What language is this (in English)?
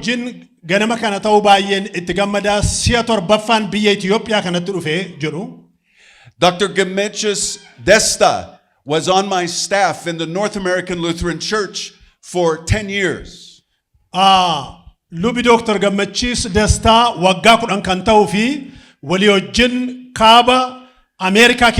Oromo